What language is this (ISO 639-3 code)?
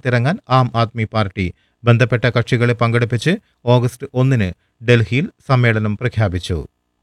mal